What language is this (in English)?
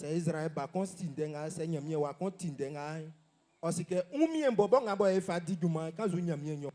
Baoulé